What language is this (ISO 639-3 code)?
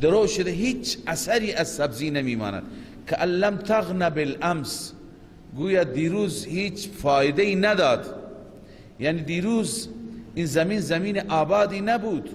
fas